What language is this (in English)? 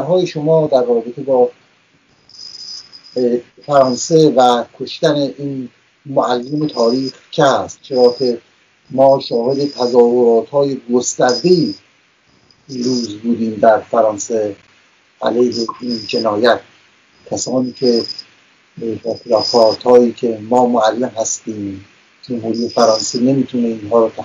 Persian